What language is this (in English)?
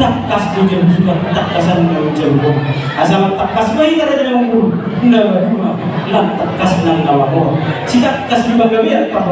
Batak Toba